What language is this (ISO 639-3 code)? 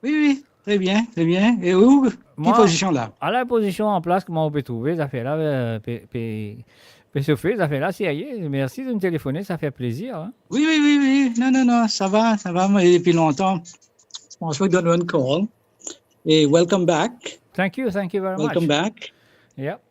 mfe